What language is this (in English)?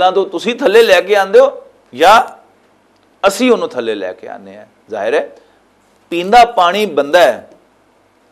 Western Panjabi